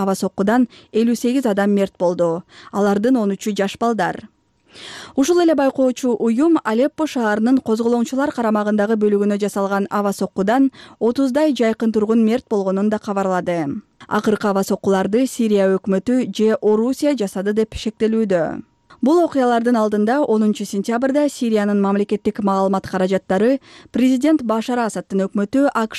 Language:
Kyrgyz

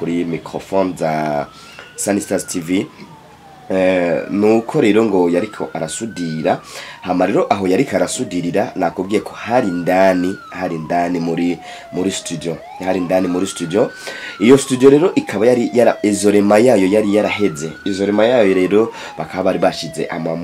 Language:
Rundi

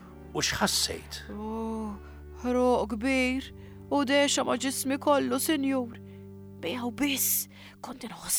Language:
Maltese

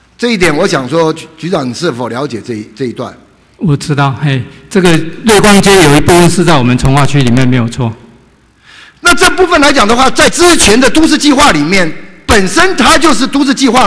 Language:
Chinese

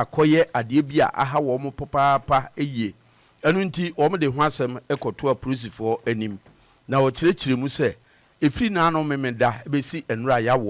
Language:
Akan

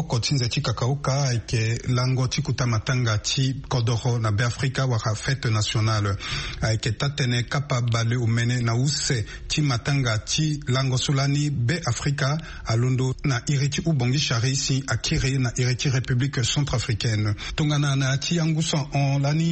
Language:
Sango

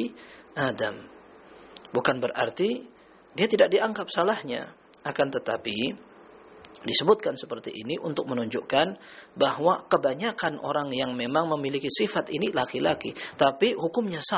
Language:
Indonesian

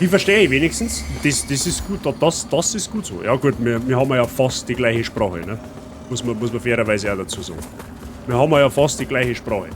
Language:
Bavarian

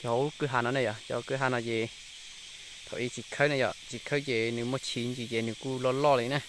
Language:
Hmong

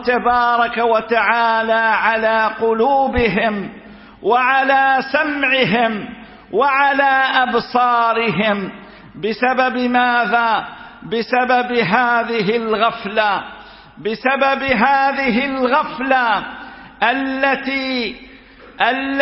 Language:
Arabic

